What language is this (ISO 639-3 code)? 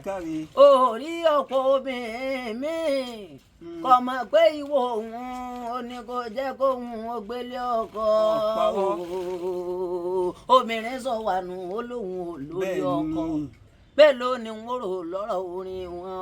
yor